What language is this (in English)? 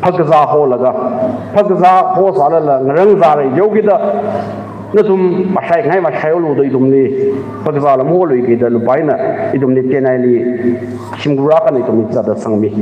Tangkhul Naga (India)